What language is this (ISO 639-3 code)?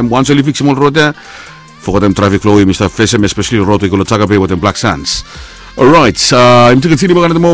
bis